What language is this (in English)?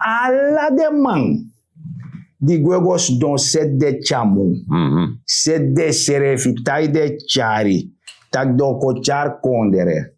Sranan Tongo